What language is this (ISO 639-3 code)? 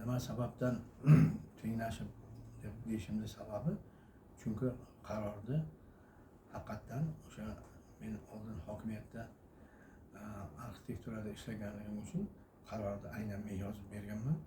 uzb